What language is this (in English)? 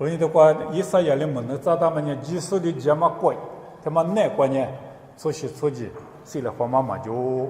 Lisu